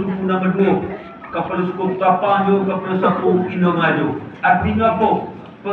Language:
Minangkabau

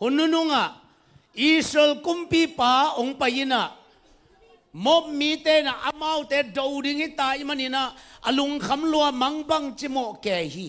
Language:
Tedim Chin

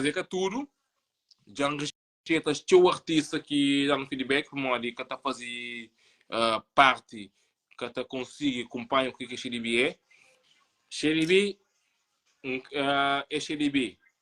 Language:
Kabuverdianu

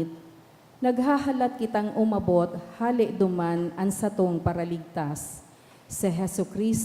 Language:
Bikol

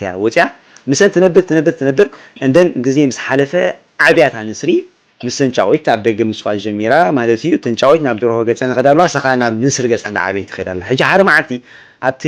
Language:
Tigrinya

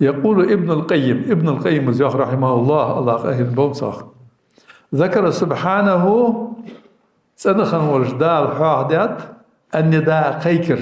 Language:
Ingush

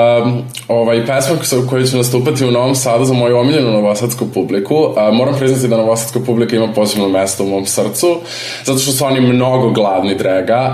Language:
Serbian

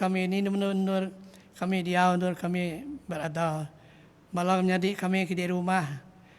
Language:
Iban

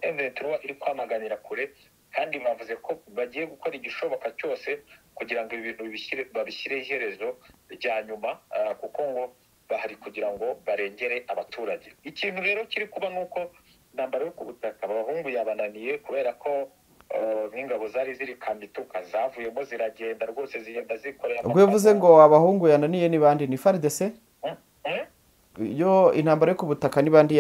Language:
Kinyarwanda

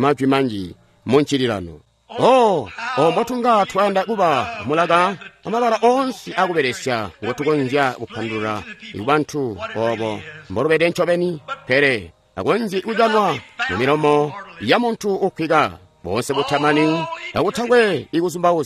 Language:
Tonga (Zambia)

